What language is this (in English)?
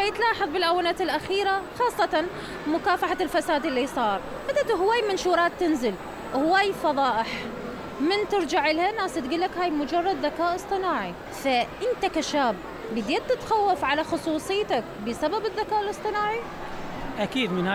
Mesopotamian Arabic